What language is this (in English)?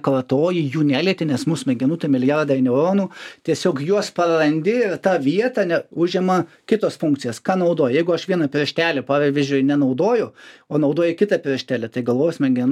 Lithuanian